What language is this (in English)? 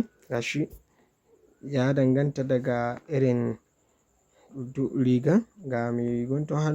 Hausa